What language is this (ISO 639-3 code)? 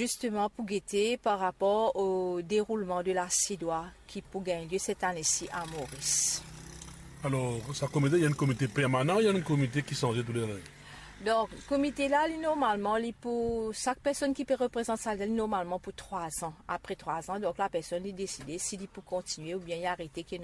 mfe